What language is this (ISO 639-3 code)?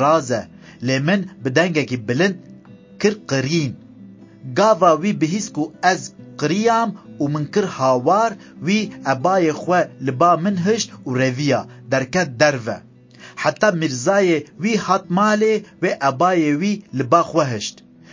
kur